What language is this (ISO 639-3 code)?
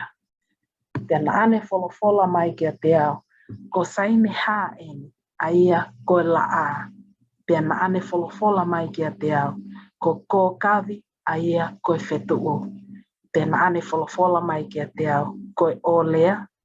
ton